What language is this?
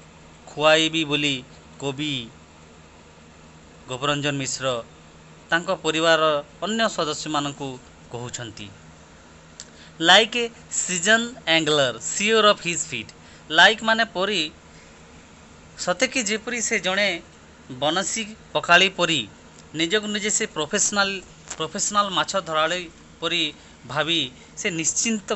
Odia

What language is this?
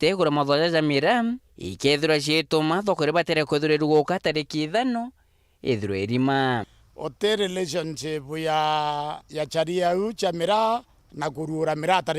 Meru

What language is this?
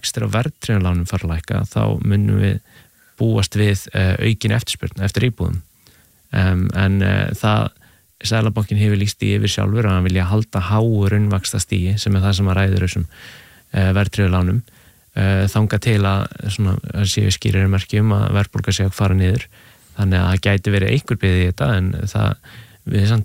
Icelandic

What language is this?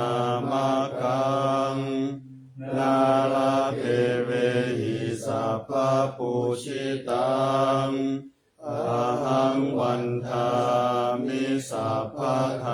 Pali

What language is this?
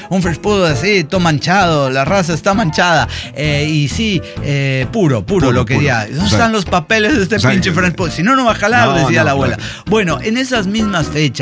Spanish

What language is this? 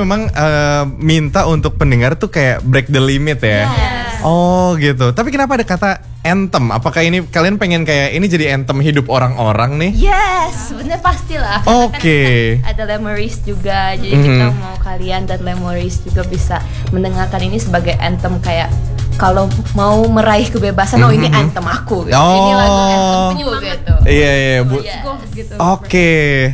Indonesian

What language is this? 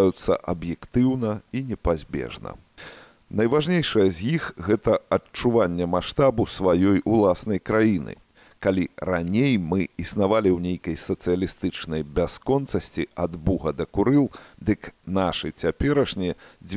Belarusian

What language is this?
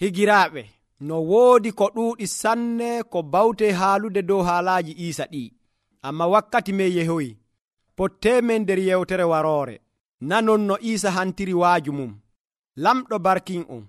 Nigerian Fulfulde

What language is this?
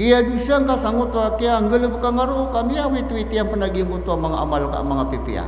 Maranao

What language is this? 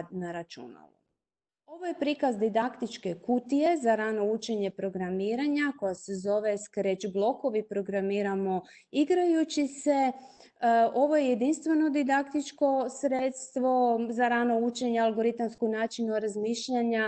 Croatian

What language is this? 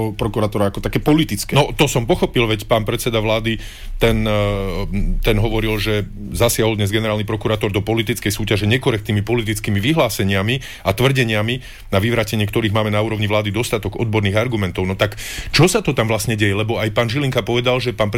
Slovak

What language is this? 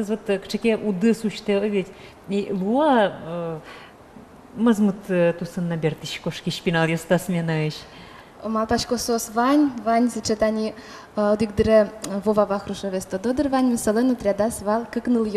Udmurt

